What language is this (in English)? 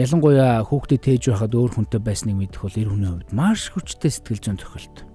Mongolian